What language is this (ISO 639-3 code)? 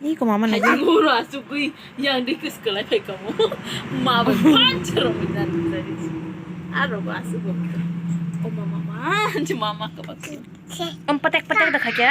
trp